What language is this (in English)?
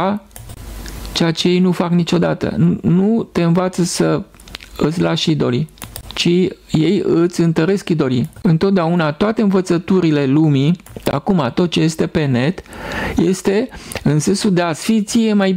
Romanian